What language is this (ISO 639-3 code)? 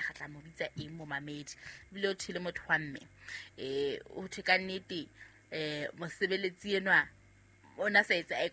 sot